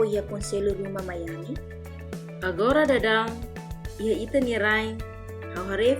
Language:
Tetum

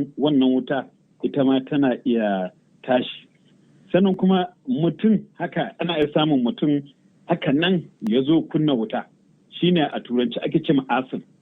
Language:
Hausa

